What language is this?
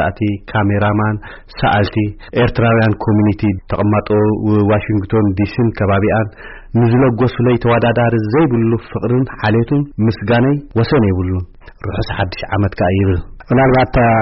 Tigrinya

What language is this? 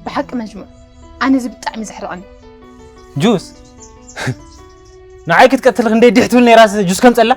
Tigrinya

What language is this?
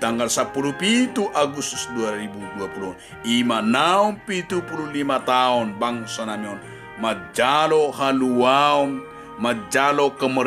Batak Toba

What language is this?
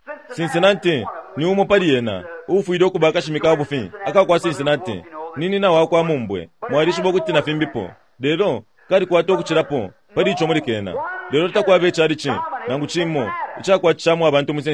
Bemba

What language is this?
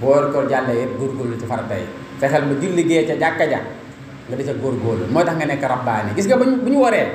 Wolof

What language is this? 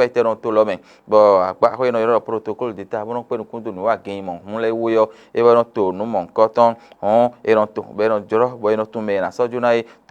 Fon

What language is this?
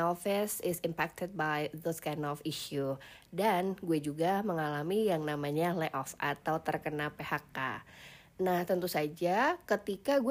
Indonesian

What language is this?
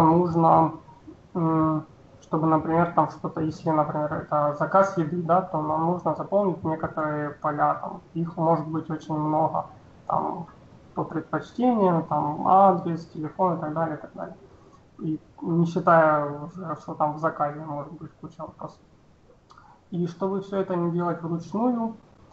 Russian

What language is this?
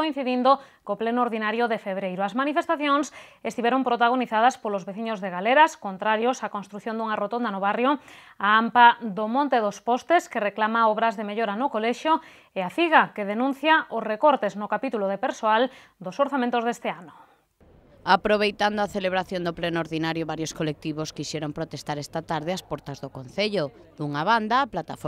Galician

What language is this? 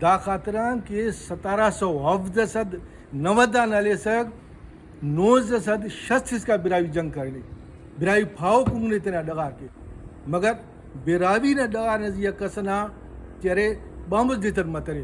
Brahui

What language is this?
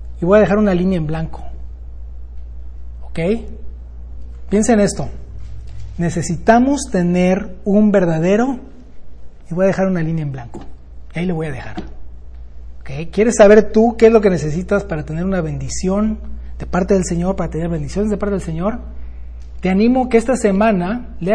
Spanish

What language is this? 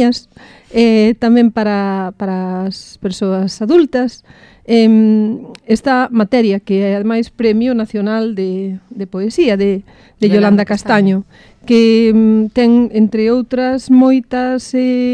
Galician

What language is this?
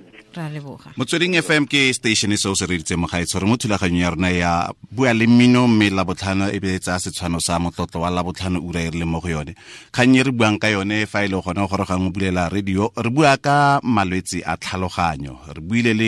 Tswana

